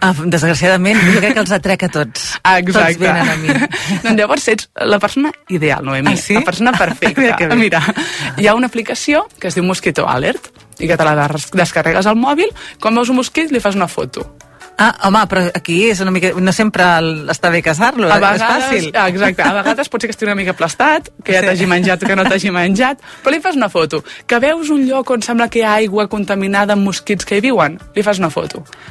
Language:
Catalan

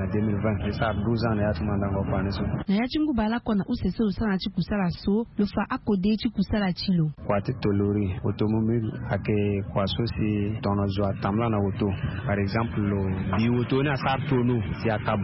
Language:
Sango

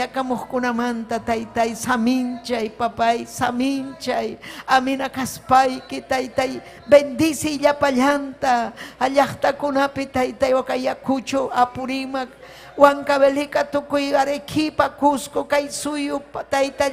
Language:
Ayacucho Quechua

